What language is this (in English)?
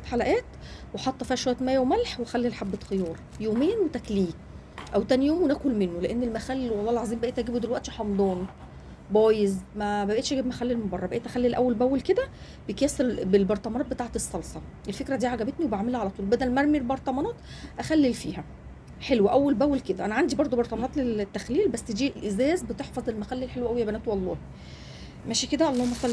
Egyptian Arabic